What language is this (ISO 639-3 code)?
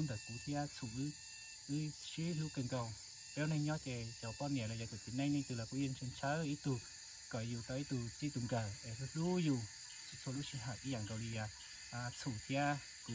hmn